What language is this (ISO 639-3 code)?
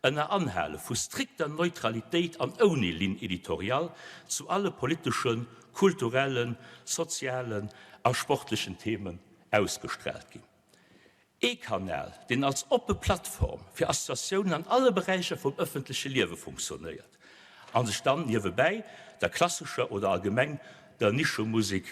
ltz